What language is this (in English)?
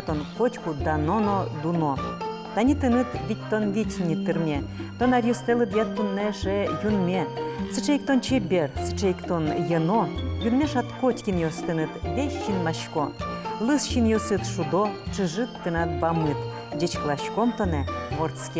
Udmurt